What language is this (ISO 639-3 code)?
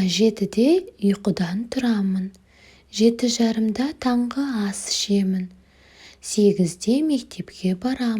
kaz